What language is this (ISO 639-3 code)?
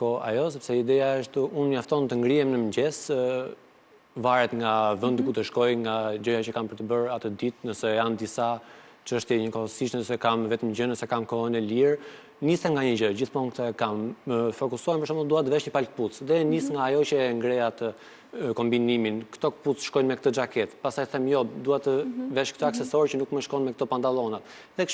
sqi